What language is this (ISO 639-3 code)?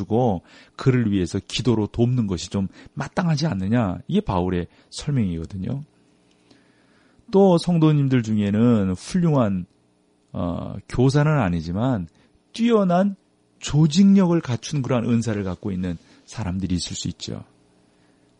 kor